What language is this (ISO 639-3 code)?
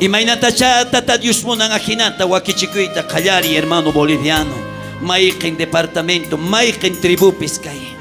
quh